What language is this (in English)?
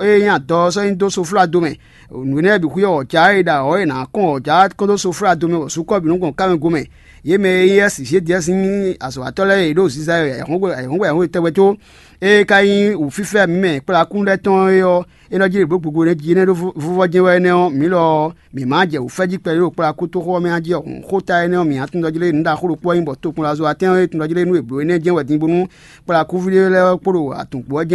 Fon